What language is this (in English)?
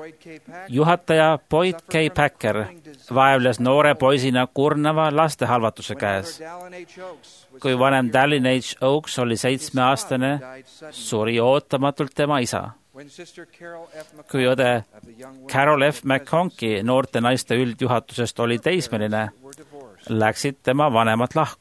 Estonian